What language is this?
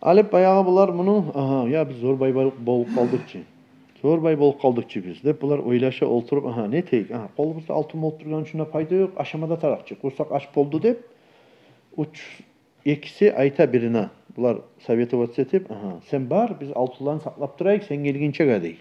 Kumyk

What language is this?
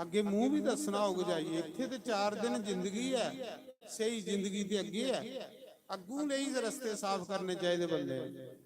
Dogri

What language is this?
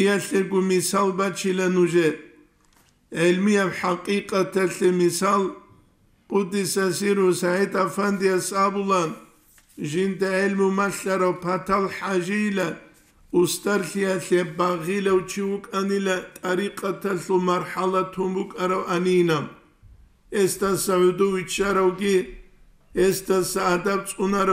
Avaric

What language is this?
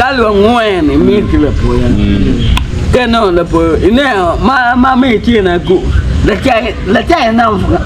Acoli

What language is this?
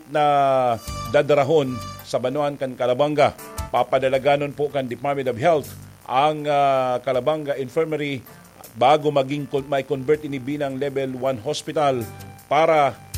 Bikol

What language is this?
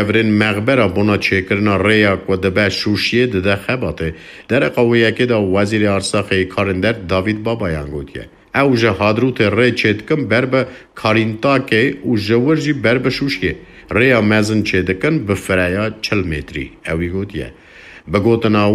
Kurdish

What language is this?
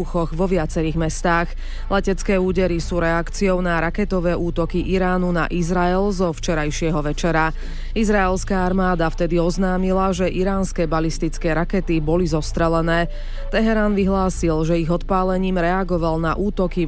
Slovak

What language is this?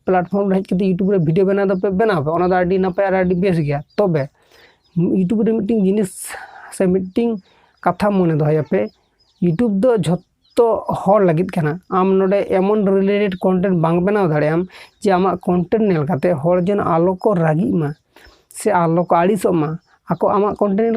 Santali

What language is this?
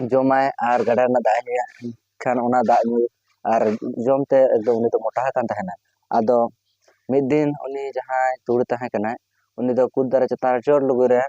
Santali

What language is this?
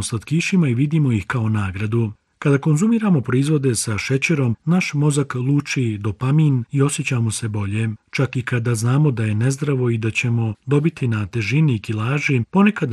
Bosnian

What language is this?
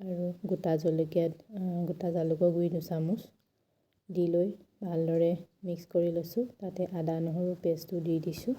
Assamese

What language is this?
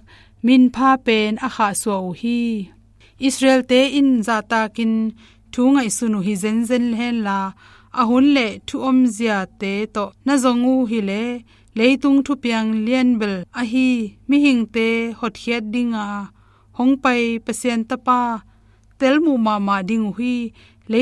Tedim Chin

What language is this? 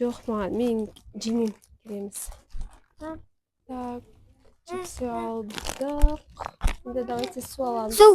Kazakh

